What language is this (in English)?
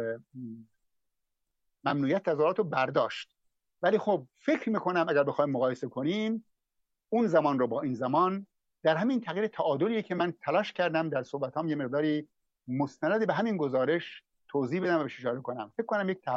Persian